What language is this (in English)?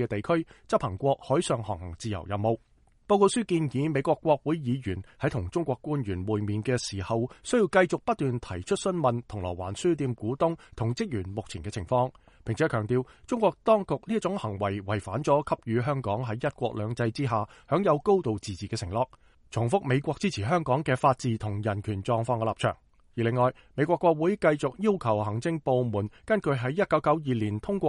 Cantonese